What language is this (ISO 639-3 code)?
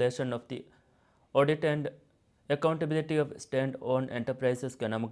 div